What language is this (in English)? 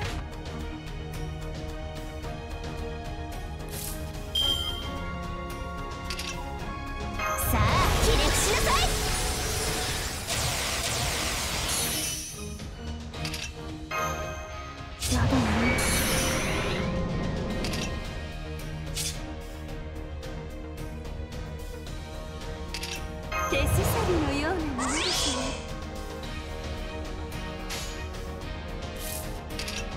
Japanese